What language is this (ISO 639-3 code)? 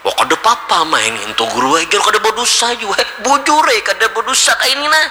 bjn